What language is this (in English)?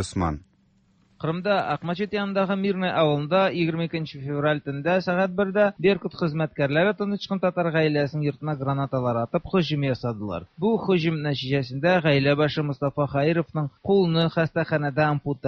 Tatar